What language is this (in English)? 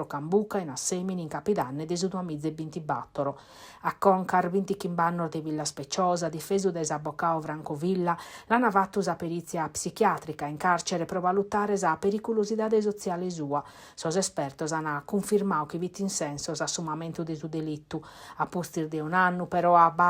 Sardinian